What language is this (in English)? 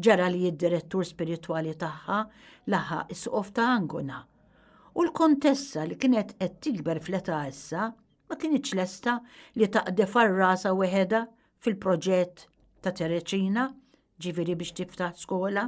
Maltese